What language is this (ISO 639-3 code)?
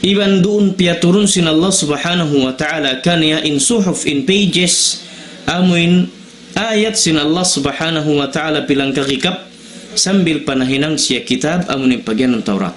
tsg